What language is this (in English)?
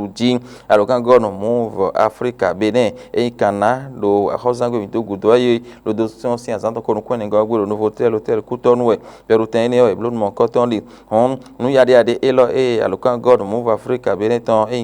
Fon